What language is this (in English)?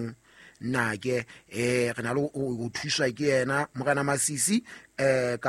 Southern Sotho